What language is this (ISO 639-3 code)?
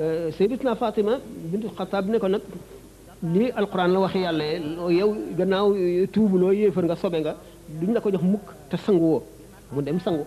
wol